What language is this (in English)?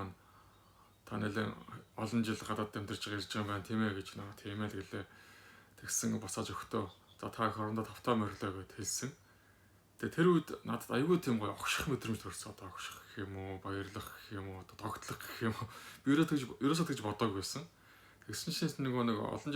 Mongolian